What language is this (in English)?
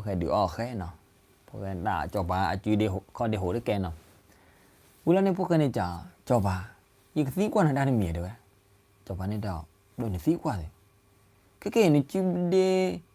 S'gaw Karen